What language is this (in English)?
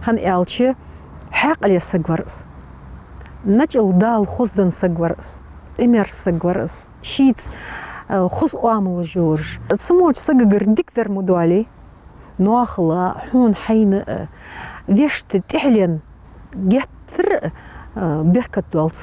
Ingush